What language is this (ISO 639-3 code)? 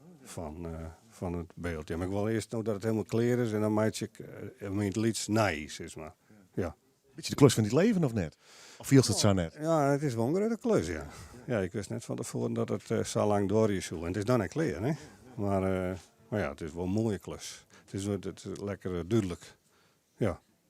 fry